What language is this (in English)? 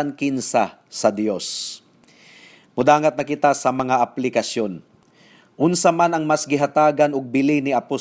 Cebuano